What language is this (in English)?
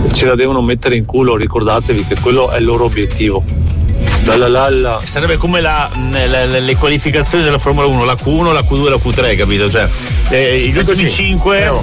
Italian